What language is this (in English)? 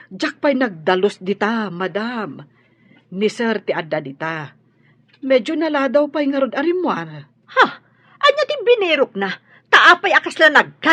Iloko